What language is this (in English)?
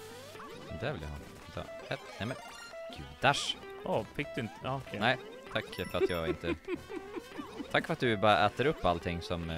Swedish